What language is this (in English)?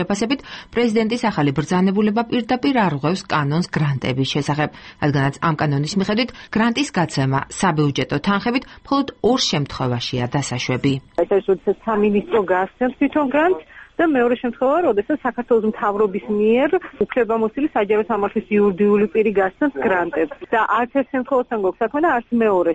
Georgian